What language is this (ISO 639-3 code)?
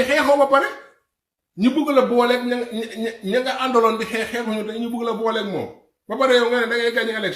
wol